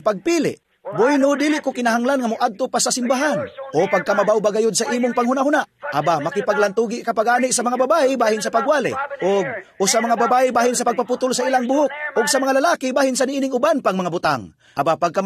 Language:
Cebuano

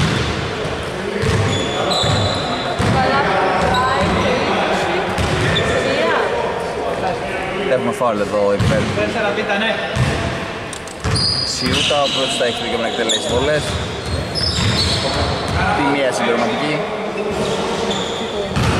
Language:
Greek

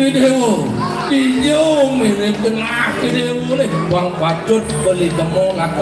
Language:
Balinese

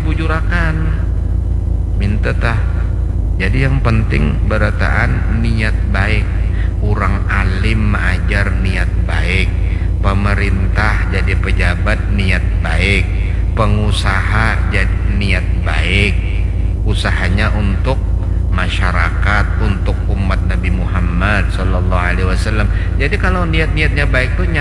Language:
Banjar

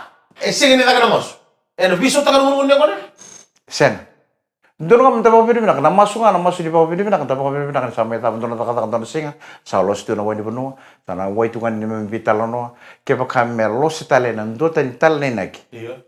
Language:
Fijian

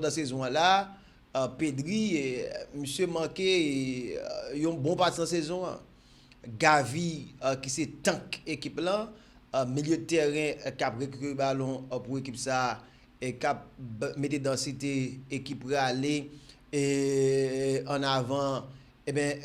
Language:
Haitian Creole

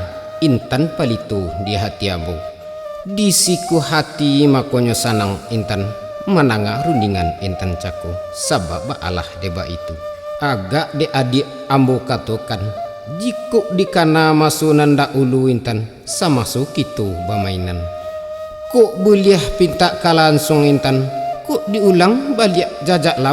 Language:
Minangkabau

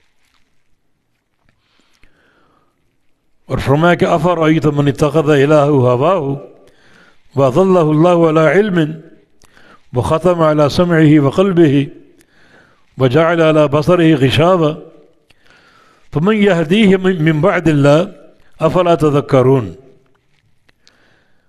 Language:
Urdu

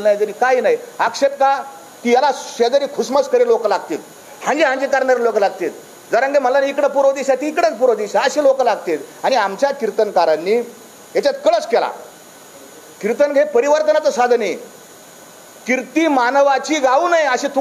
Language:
Marathi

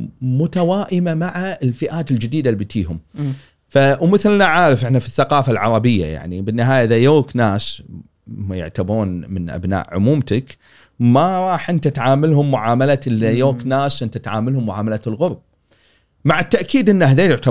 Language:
Gulf Arabic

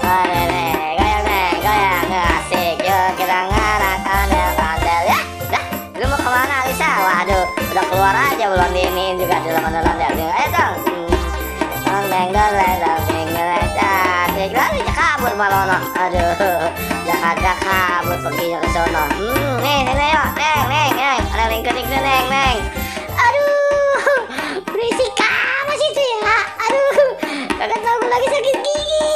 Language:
Betawi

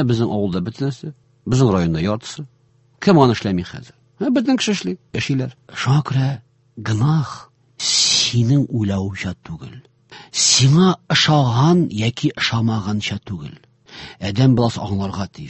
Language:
Tatar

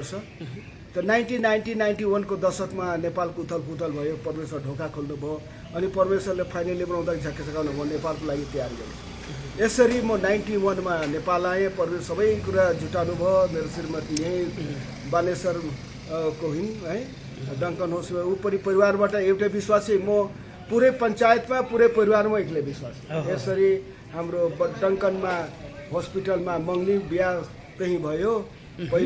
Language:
Nepali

